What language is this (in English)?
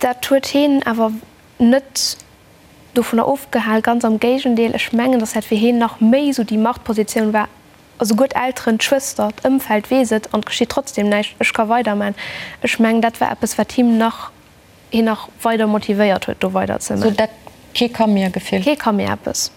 Luxembourgish